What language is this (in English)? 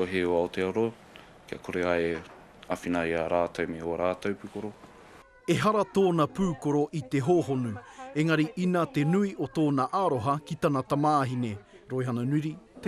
Māori